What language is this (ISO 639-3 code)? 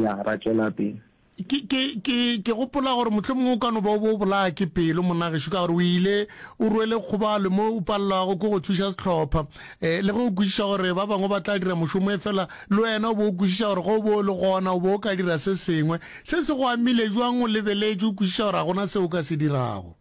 nso